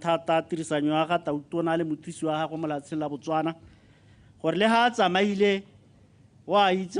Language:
Tswana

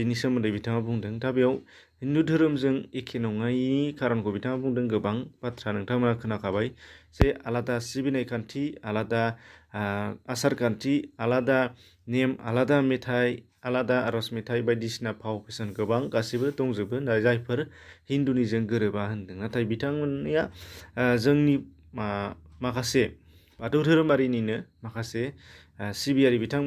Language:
Bodo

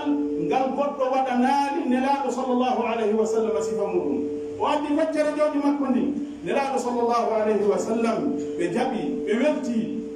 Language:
Pular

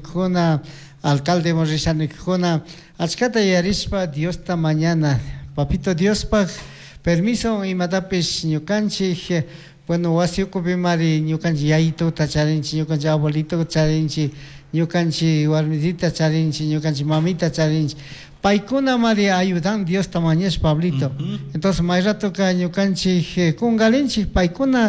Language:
Chimborazo Highland Quichua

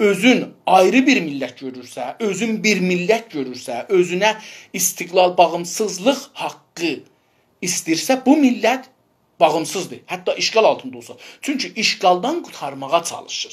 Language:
South Azerbaijani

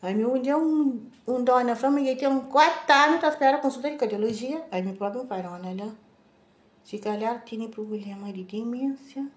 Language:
Kabuverdianu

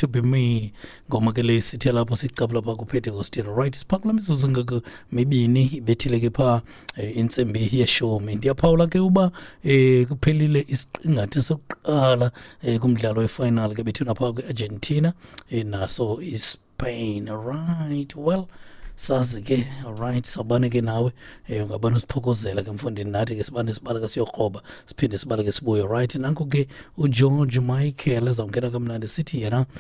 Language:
Xhosa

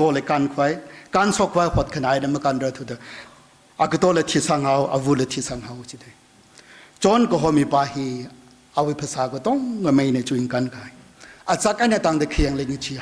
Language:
Tangkhul Naga (India)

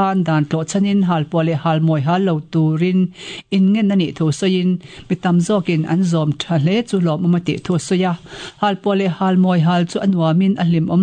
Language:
Mizo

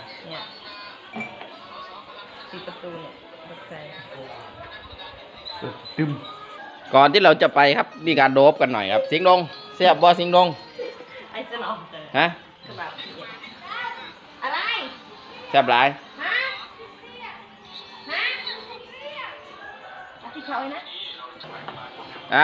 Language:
Thai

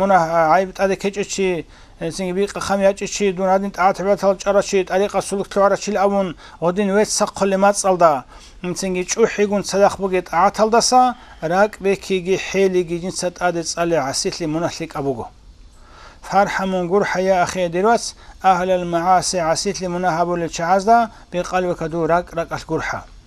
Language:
Avaric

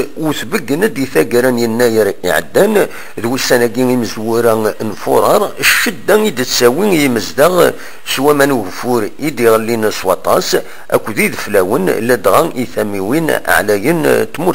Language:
Kabyle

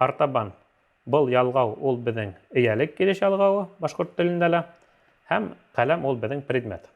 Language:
Bashkir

